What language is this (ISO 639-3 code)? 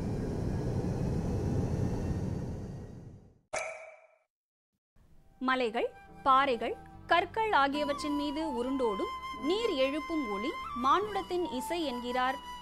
tam